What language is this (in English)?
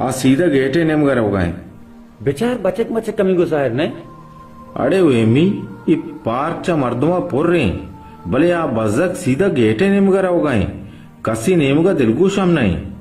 Baluchi